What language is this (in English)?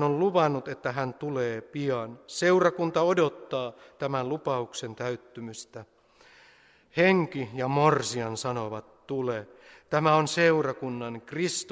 Finnish